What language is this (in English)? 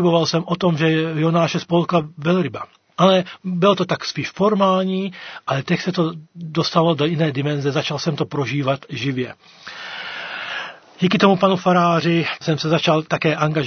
Czech